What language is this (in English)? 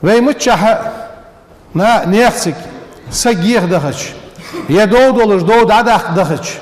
Ingush